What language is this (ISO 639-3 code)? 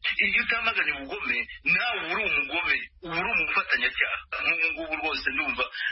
kin